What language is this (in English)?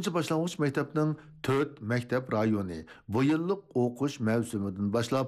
Uyghur